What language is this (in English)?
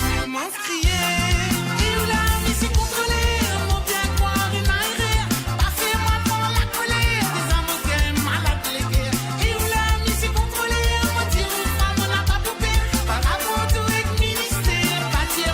Morisyen